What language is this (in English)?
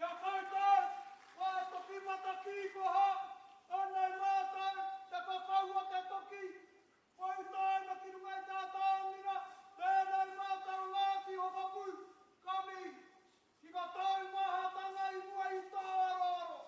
Māori